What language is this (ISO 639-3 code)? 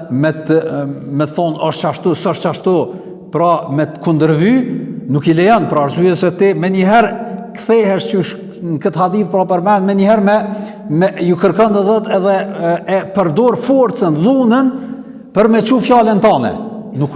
sqi